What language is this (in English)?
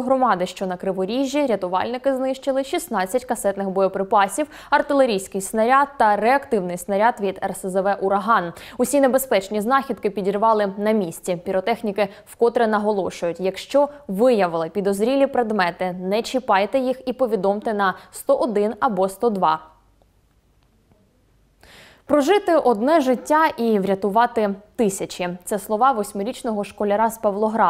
Ukrainian